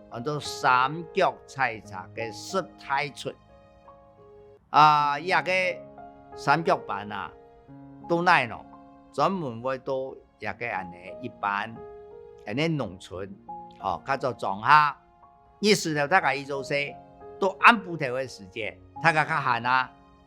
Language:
Hakka Chinese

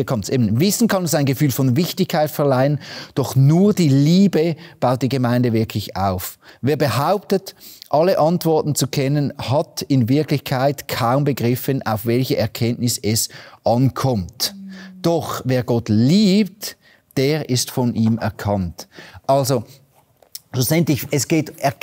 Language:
Swiss German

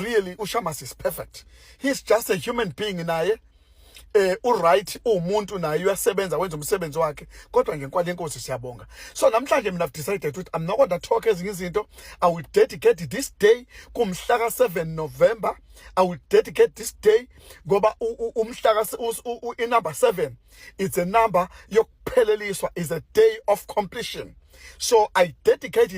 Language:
Zulu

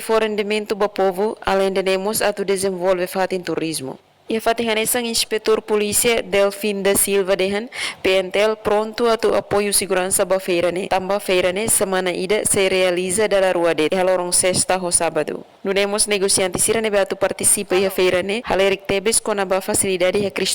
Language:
Tetum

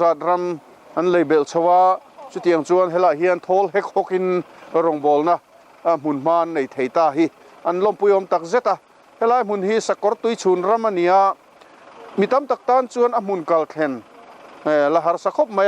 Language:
Mizo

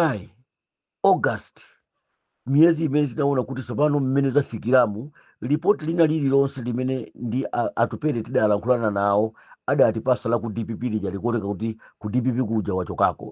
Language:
Nyanja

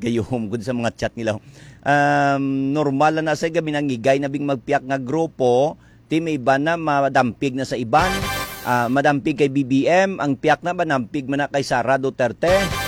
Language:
Hiligaynon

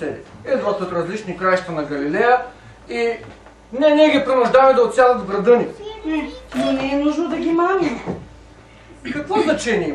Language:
Bulgarian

